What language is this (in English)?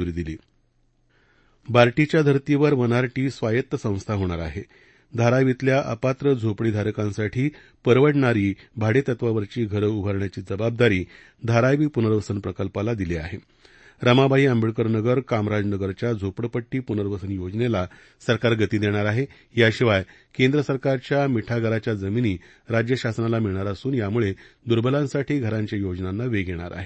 Marathi